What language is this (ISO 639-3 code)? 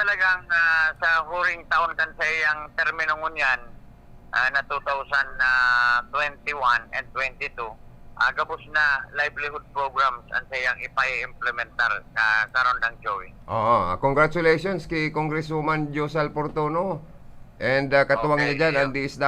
bik